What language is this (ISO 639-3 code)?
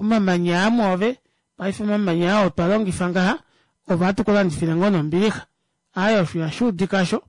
kua